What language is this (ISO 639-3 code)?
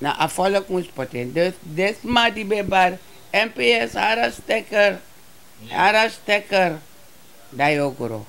srn